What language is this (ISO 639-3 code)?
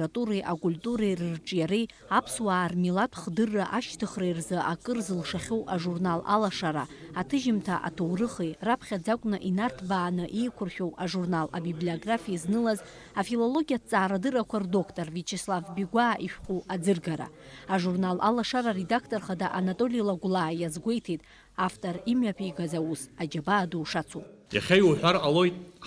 abk